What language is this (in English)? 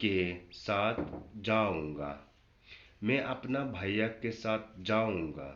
Khasi